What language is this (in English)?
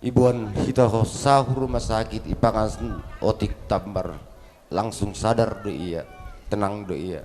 Batak Simalungun